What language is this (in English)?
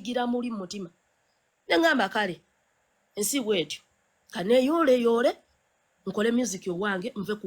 Ganda